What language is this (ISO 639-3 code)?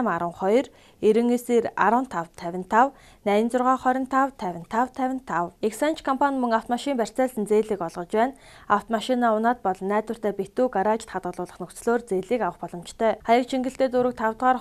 mon